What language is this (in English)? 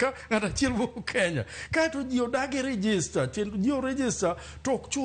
Luo (Kenya and Tanzania)